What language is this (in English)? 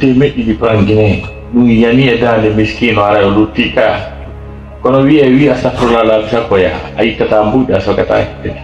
Fula